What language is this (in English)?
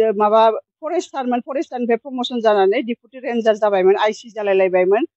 Bodo